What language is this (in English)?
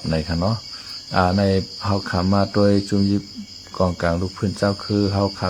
Shan